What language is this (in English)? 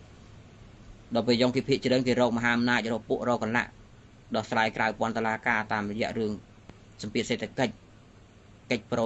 Khmer